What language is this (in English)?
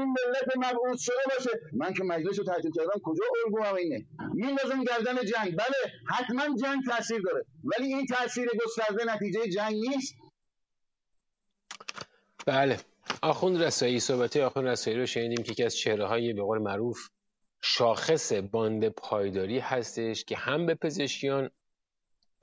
Persian